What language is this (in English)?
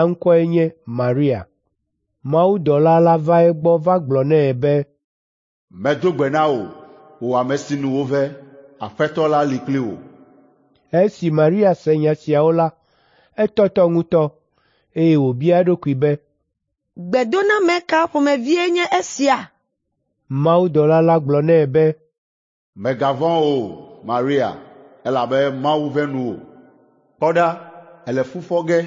Ewe